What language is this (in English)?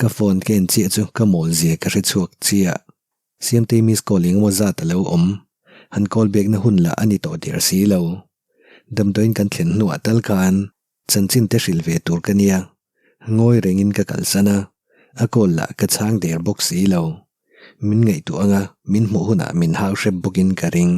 Mizo